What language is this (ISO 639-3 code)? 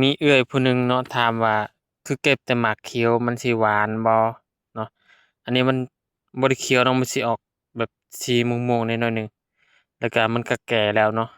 lao